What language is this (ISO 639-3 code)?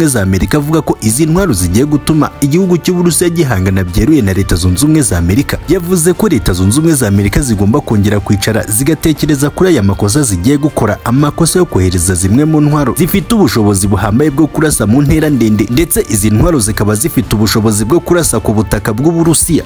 kin